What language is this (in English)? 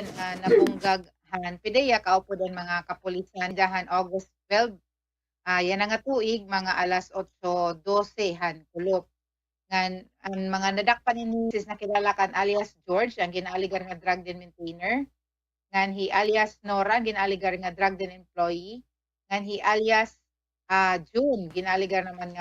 Waray